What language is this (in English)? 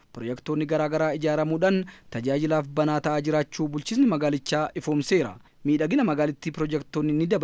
Oromo